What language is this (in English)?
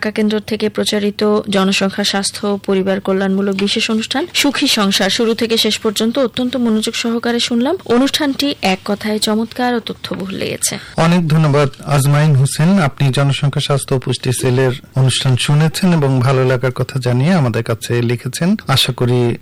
Bangla